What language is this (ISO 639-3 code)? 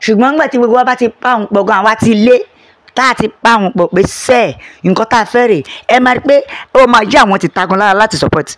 yor